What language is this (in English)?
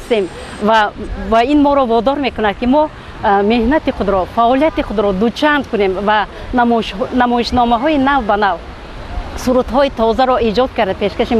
Tajik